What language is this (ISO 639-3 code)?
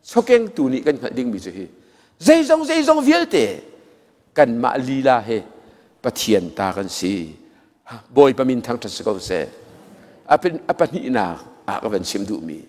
cnh